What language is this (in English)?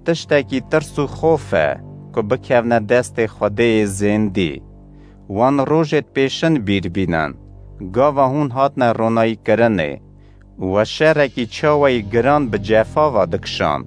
Kurdish